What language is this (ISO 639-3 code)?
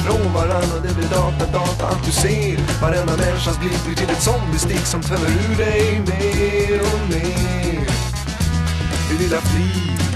swe